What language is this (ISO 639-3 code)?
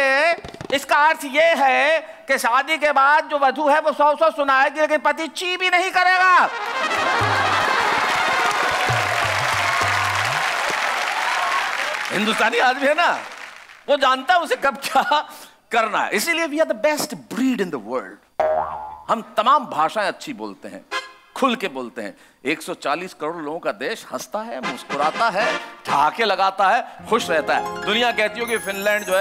hin